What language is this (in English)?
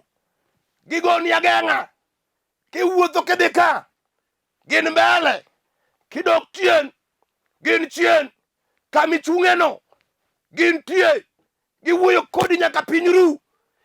Luo (Kenya and Tanzania)